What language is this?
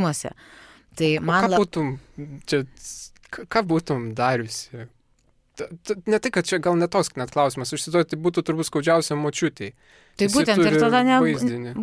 Lithuanian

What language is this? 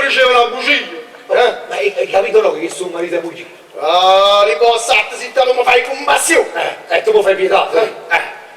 Neapolitan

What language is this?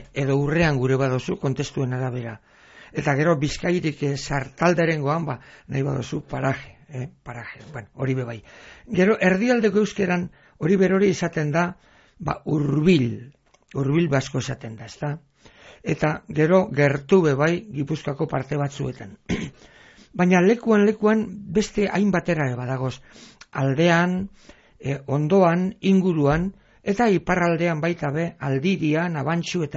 Basque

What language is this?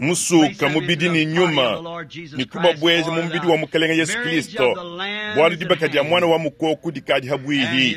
Luba-Lulua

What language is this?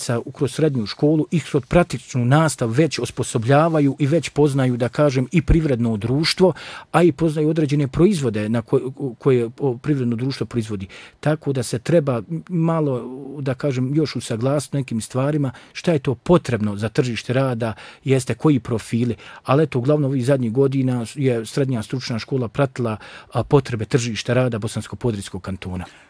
Bosnian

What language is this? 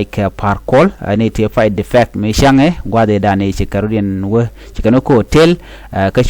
Nuer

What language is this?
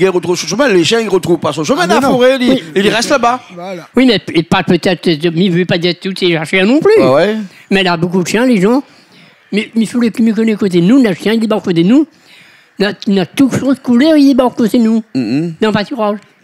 Réunion Creole French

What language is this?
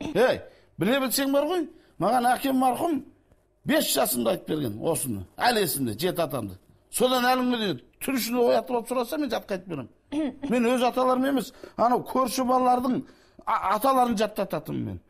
Kazakh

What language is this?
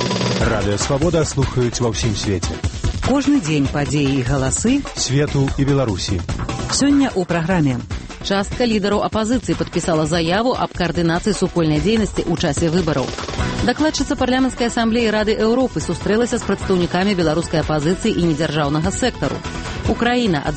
Belarusian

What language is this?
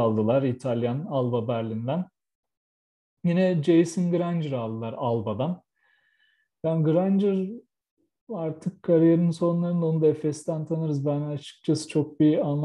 Turkish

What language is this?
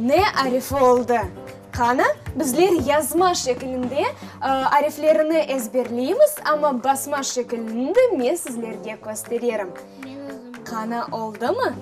Crimean Tatar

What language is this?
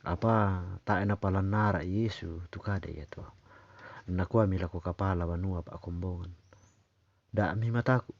Toraja-Sa'dan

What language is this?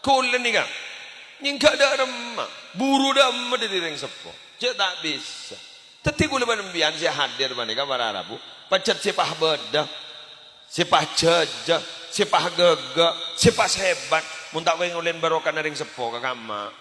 Madurese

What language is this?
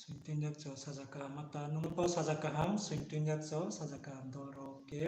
Riang (India)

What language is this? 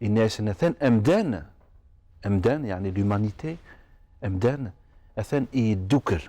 Kabyle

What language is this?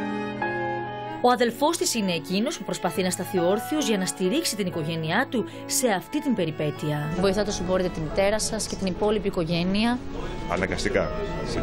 Greek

